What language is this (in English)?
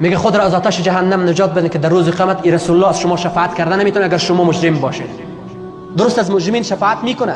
Persian